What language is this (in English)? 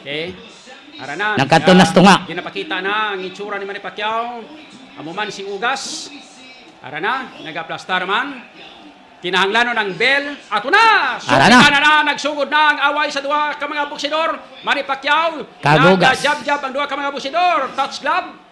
Hiligaynon